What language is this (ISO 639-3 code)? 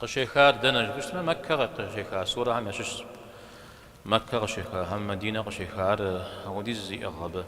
kbd